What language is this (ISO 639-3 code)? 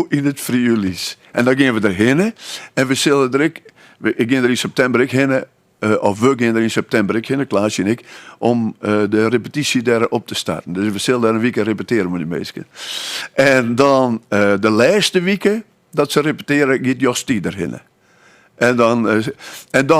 fry